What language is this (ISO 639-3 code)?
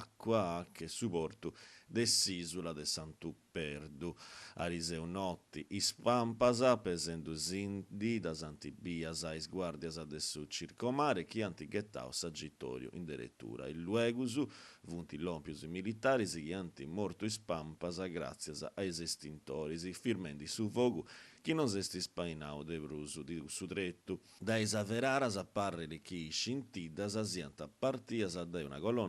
srd